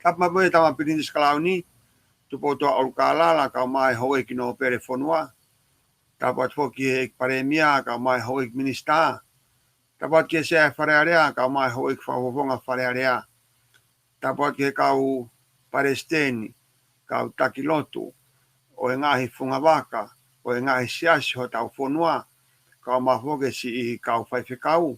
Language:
Tongan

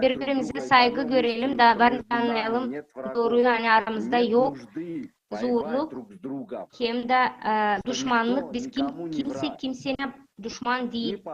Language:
Gagauz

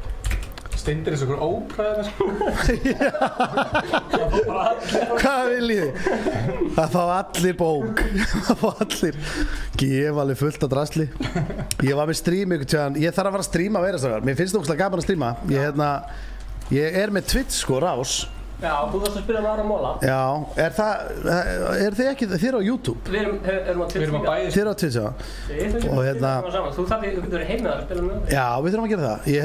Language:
Icelandic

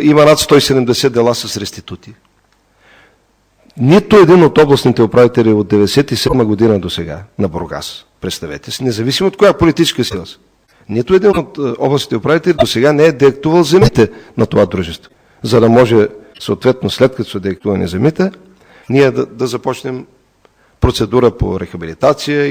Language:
Bulgarian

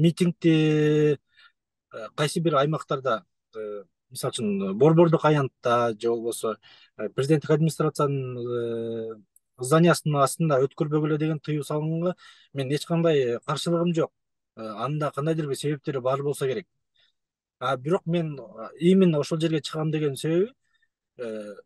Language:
Kyrgyz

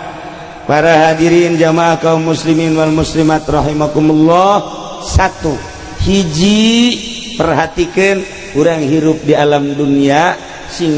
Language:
Sundanese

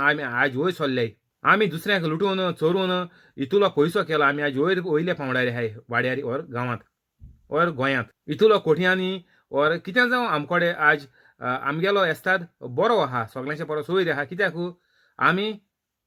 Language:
Konkani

